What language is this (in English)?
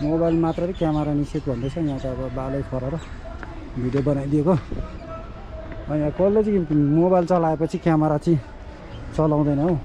Nepali